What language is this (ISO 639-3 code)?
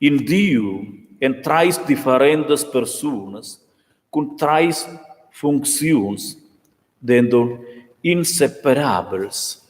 roh